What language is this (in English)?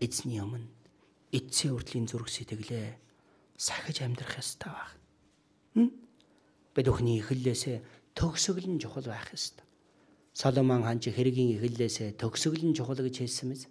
Mongolian